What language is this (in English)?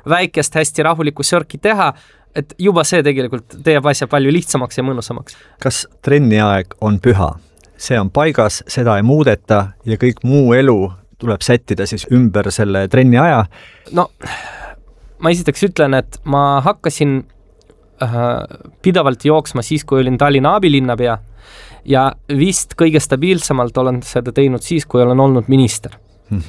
Estonian